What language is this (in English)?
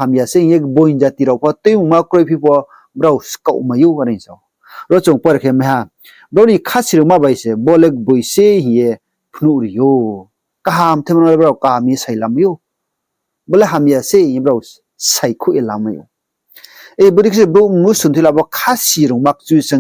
Riang (India)